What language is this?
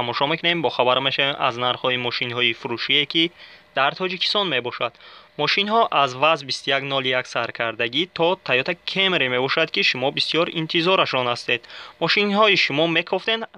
Tajik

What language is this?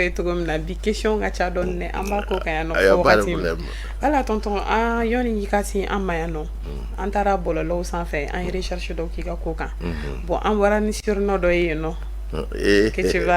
Bambara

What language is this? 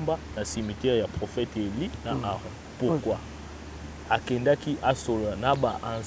Lingala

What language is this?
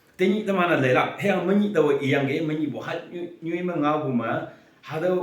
Naga Pidgin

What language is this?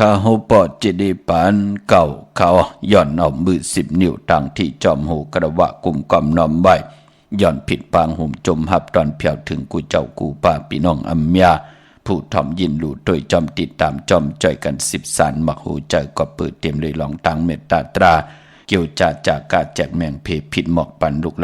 Shan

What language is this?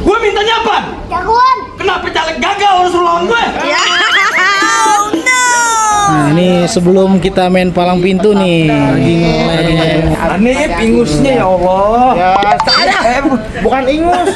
Betawi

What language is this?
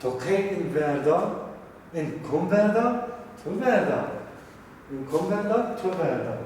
Zaza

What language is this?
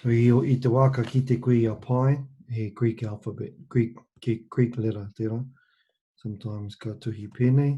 Māori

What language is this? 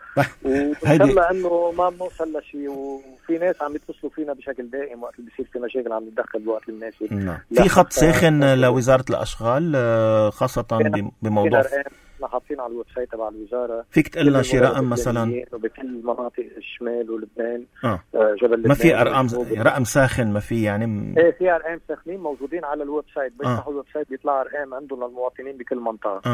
North Levantine Arabic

